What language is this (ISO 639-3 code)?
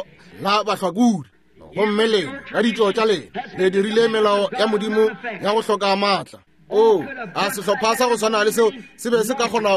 nso